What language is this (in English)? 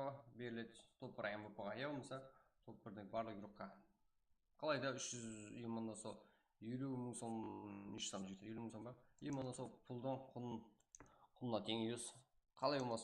Kara-Kalpak